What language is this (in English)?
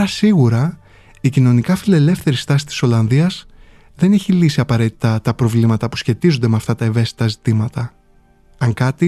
Greek